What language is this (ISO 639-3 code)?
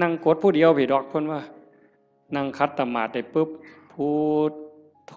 tts